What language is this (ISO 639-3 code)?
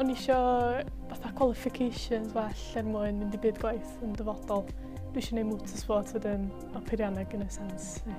cym